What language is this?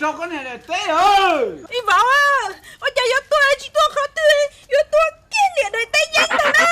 Hmong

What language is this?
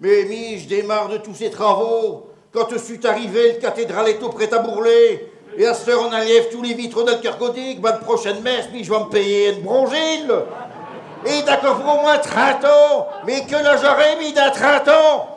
Picard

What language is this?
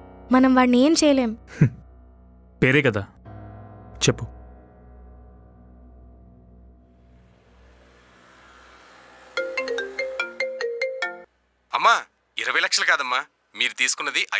Telugu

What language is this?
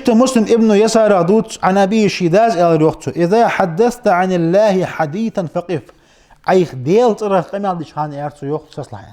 Ingush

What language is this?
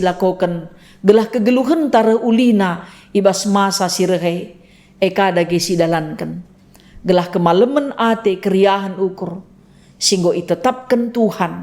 Batak Karo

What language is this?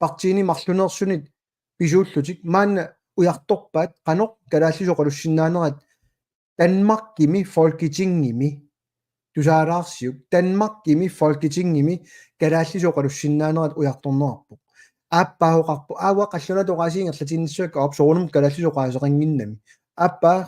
Kalaallisut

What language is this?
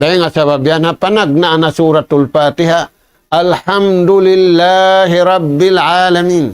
Tausug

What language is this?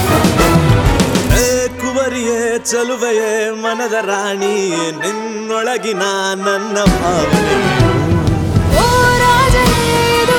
Kannada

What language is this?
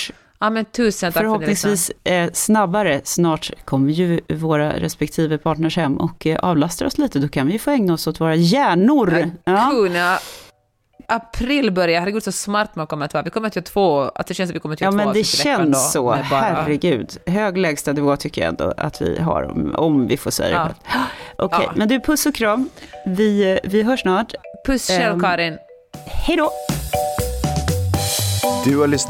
Swedish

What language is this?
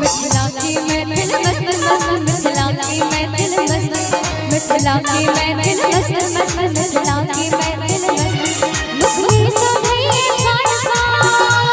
Maithili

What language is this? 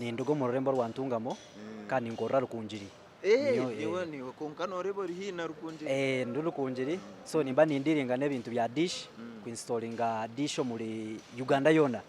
Nyankole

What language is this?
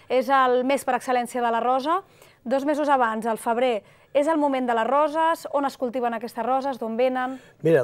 Catalan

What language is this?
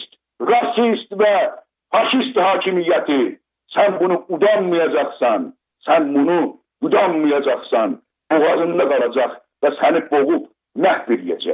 South Azerbaijani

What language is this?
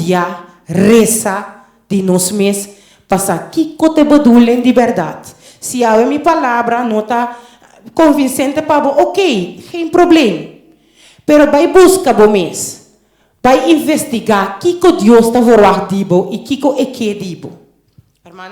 Papiamento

